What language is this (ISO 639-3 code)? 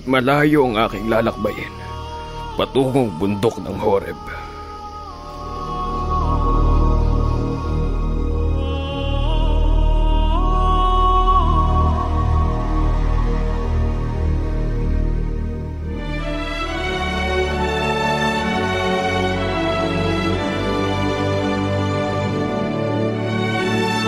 fil